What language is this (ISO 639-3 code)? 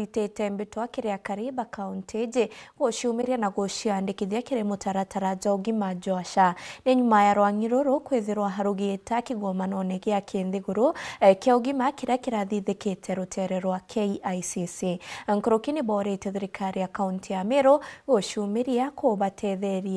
mer